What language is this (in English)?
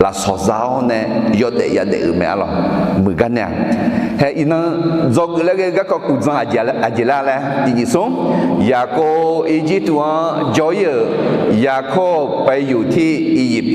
Akha